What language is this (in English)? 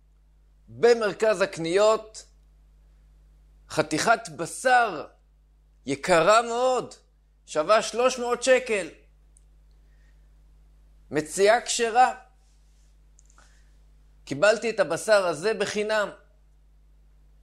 Hebrew